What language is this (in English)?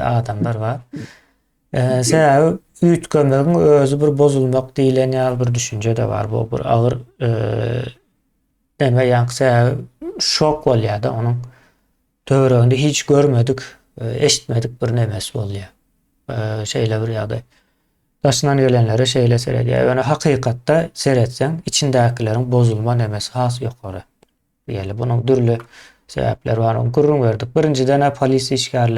Turkmen